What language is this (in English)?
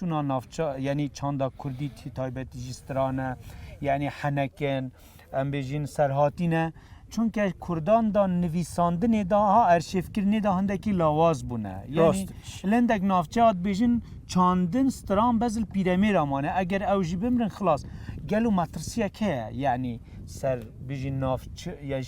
Kurdish